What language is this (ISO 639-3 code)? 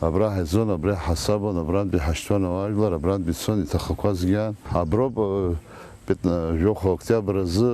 abk